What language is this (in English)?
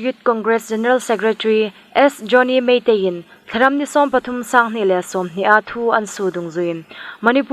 Hmar